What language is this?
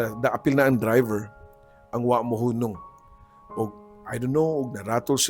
Cebuano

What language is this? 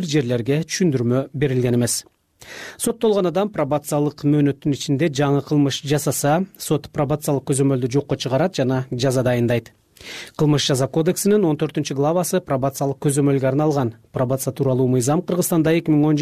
Kyrgyz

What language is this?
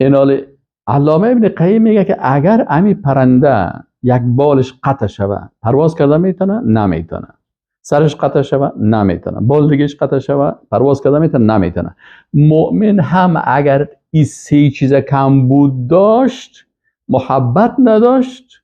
Persian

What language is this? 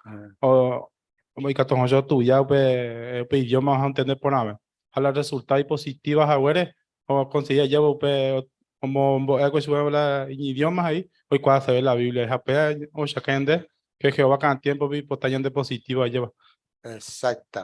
Guarani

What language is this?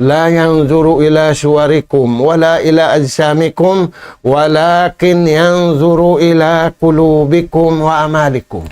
Tausug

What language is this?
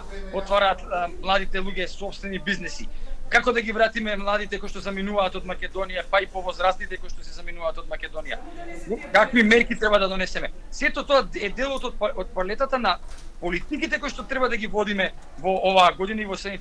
Macedonian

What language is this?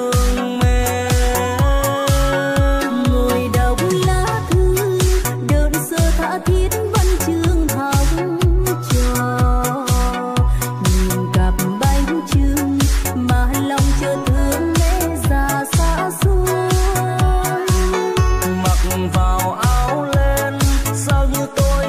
Vietnamese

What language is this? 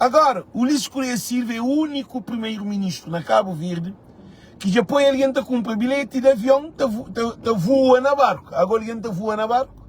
Kabuverdianu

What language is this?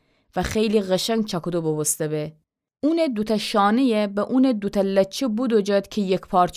Gilaki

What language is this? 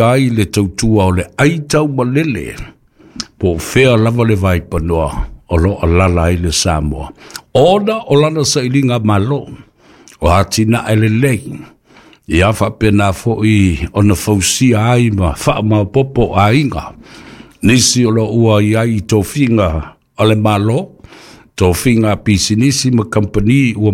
Samoan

